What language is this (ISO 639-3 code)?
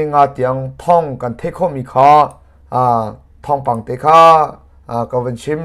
cnh